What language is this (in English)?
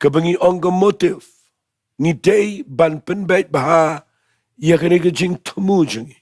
Khasi